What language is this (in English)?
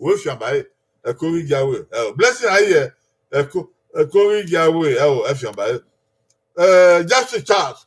Bini